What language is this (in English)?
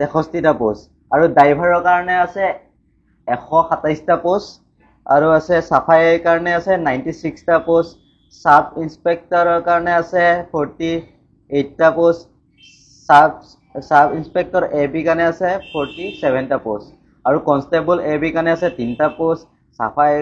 Assamese